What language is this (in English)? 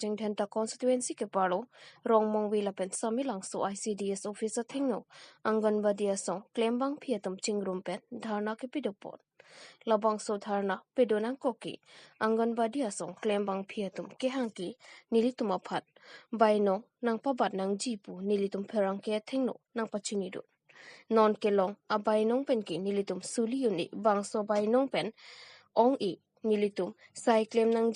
Karbi